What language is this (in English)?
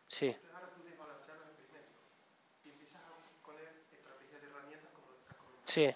Spanish